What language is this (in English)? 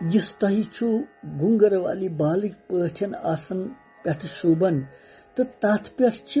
Kashmiri